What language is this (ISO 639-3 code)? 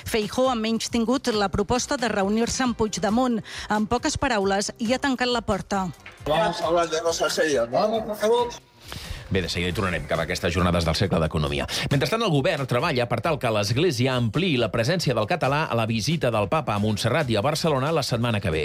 cat